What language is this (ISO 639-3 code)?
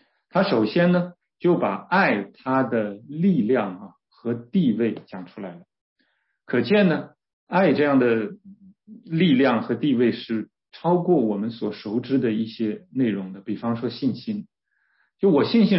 zho